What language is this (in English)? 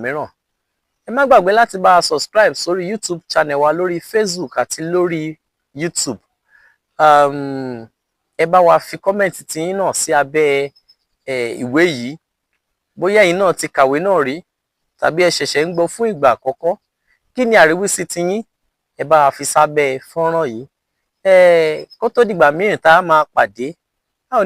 Yoruba